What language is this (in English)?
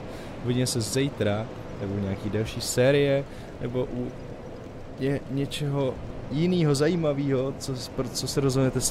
Czech